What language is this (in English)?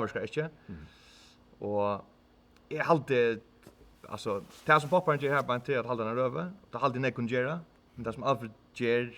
Faroese